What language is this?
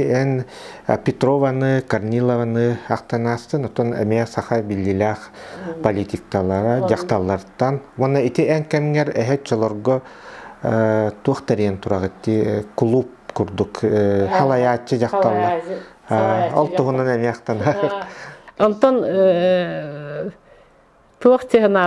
Yakut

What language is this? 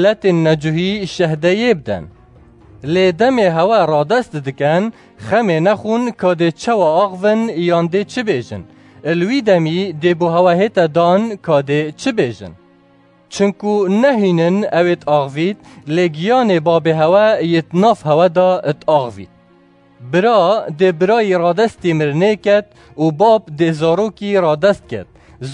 Kurdish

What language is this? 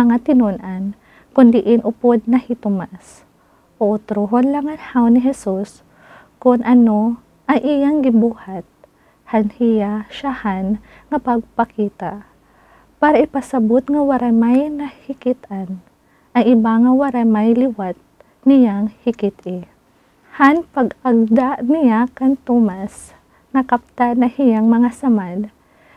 Waray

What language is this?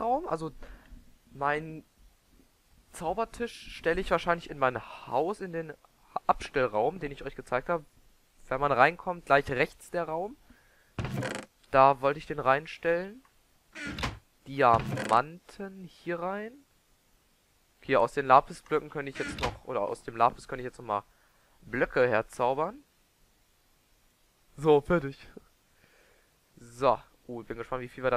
German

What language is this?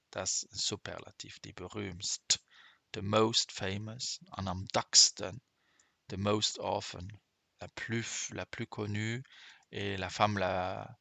Luxembourgish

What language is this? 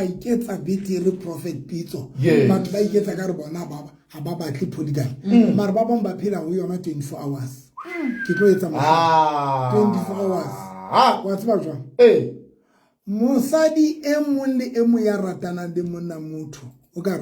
Southern Sotho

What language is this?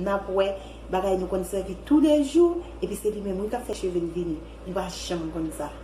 Haitian Creole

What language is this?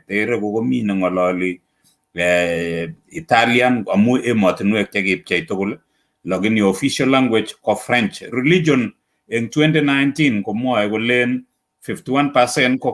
Kalenjin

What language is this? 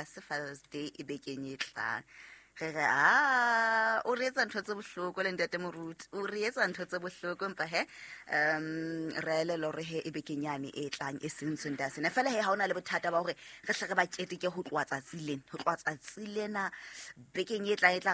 Southern Sotho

